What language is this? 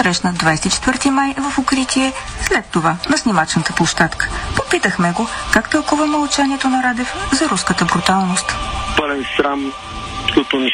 Bulgarian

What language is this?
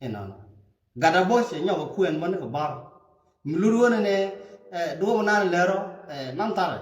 Nuer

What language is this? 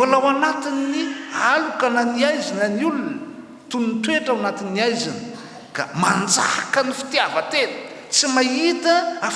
Malagasy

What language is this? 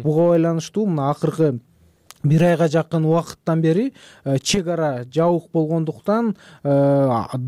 Kyrgyz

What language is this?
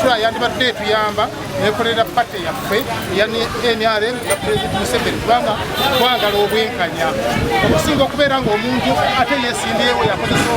Ganda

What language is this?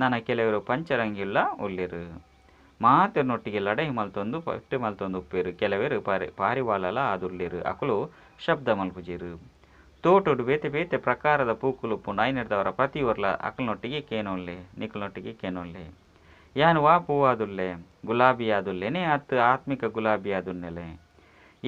Tulu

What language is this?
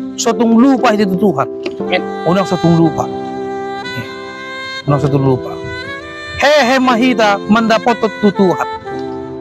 Batak Toba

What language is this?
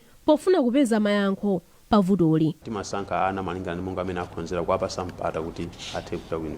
Nyanja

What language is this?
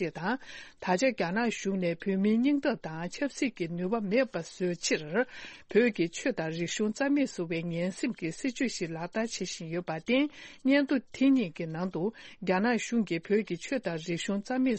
Tibetan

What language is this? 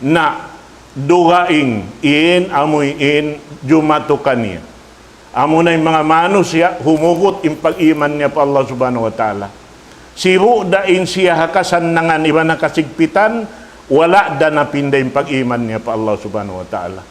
Tausug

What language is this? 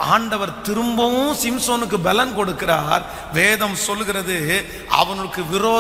Tamil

